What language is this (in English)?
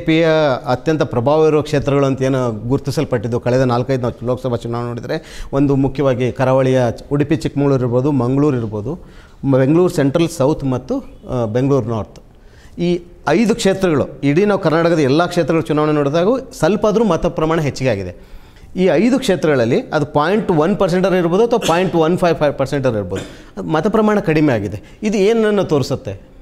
Kannada